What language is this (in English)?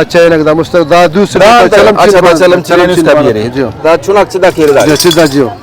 Brahui